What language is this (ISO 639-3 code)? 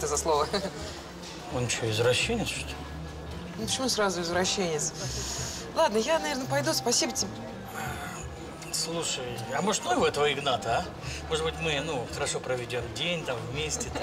rus